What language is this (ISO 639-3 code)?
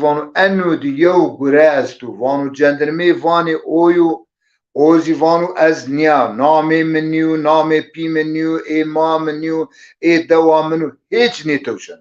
zza